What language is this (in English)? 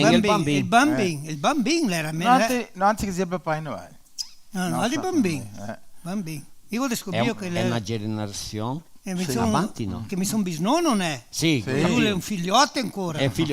Venetian